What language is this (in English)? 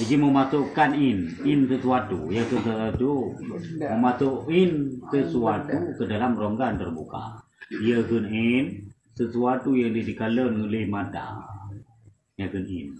Achinese